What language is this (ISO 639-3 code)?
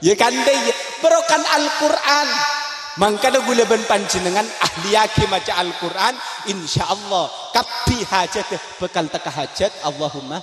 mad